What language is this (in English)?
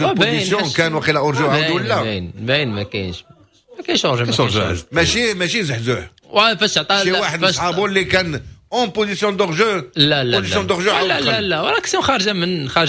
Moroccan Arabic